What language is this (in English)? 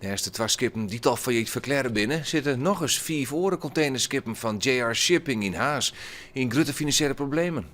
Western Frisian